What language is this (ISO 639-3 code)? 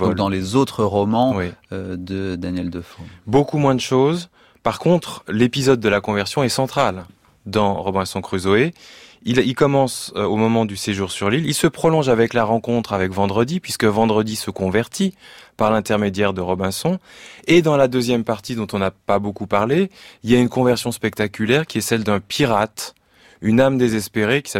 fra